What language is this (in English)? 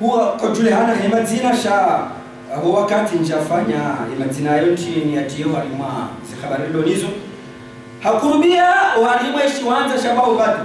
Ngazidja Comorian